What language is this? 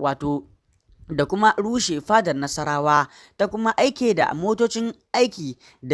Hausa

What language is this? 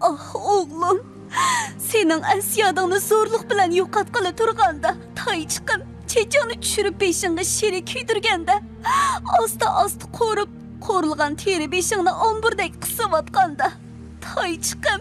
Uyghur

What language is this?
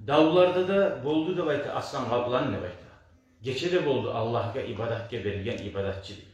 Kumyk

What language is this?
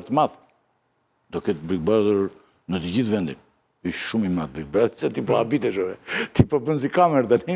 Albanian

